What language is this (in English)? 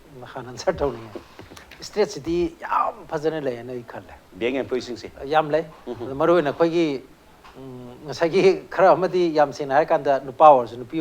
Manipuri